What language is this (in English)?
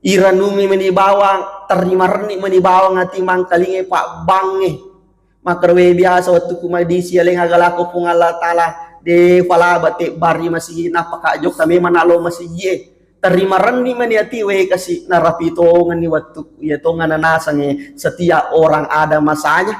Buginese